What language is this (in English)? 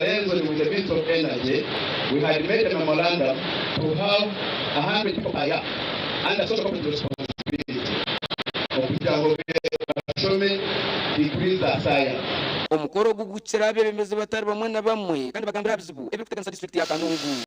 Nyankole